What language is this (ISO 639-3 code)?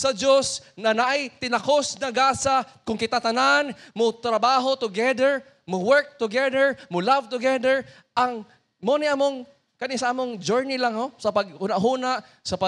ceb